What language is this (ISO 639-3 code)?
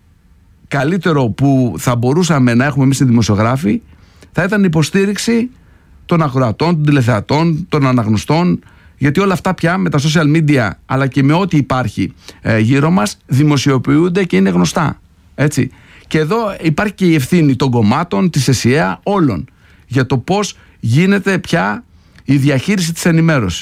ell